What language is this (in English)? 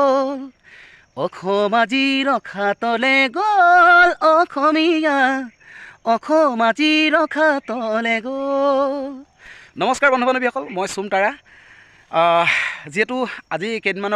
Assamese